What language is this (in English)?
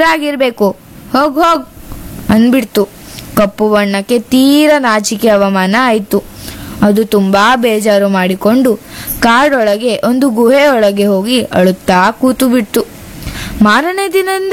Kannada